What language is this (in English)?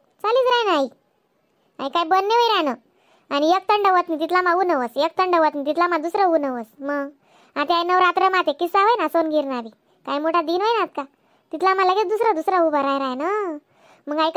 Khandesi